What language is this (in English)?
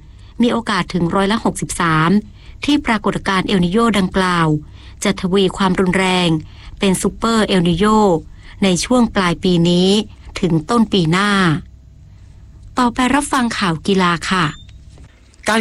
Thai